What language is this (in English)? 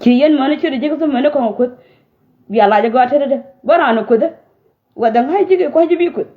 Nuer